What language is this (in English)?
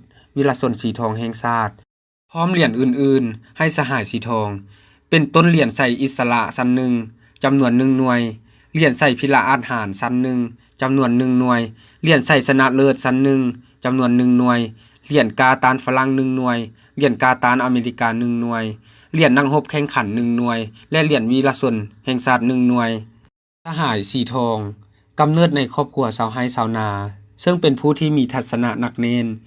Lao